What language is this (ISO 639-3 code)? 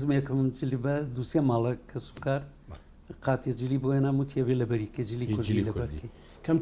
ckb